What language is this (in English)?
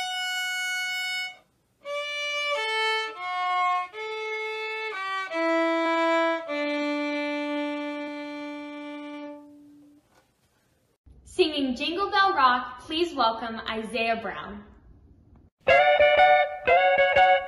English